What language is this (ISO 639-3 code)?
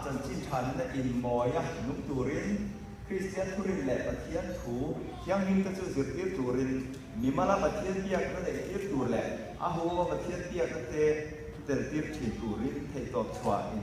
lus